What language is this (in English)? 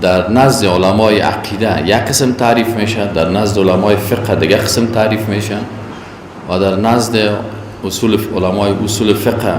Persian